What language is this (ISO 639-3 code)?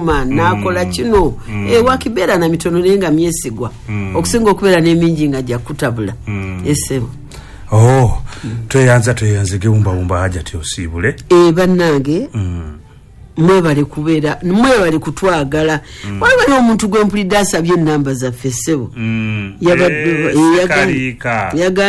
lug